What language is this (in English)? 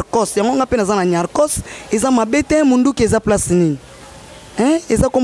Lingala